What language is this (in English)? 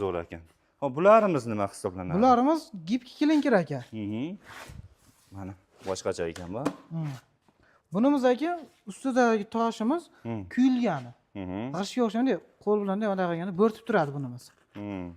Uzbek